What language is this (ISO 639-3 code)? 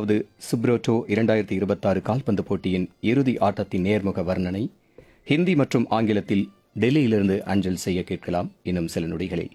tam